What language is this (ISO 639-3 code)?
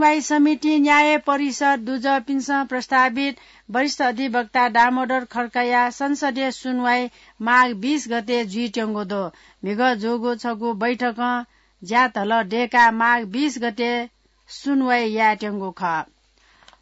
new